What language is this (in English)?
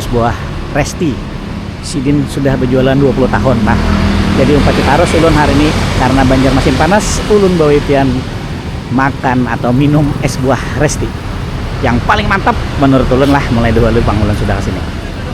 Banjar